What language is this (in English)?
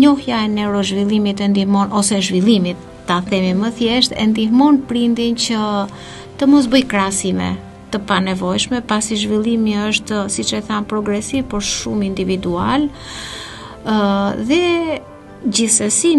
Albanian